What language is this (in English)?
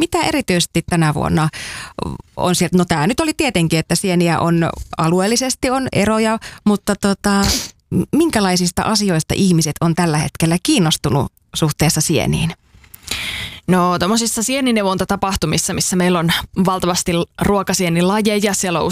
Finnish